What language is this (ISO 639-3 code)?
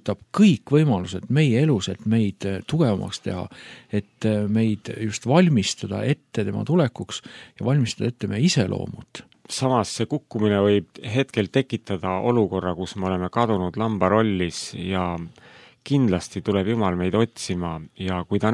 est